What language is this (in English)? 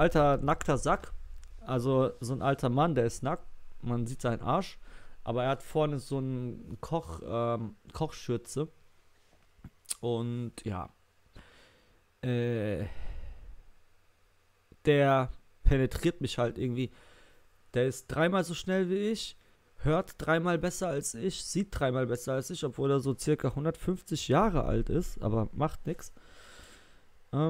German